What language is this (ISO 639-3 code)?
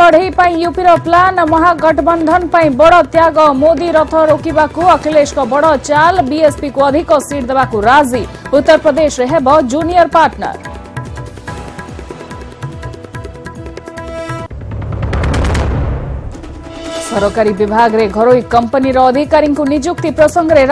ori